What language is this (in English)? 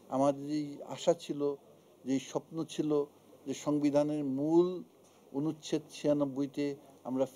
Bangla